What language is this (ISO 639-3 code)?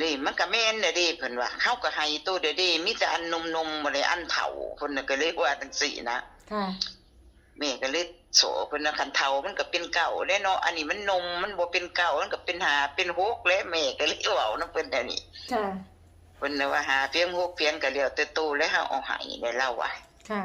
tts